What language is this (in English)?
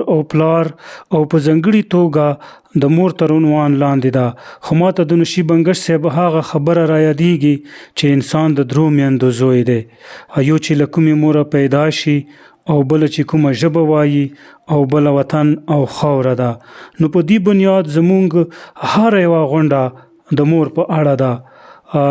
Pashto